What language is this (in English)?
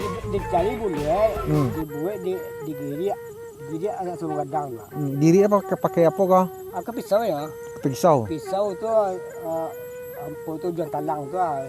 Minangkabau